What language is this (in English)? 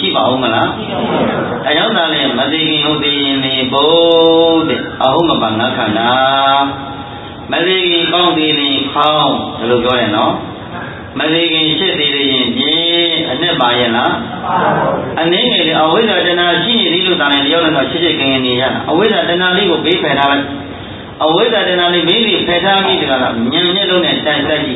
Burmese